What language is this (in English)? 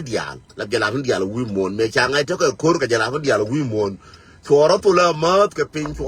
Nuer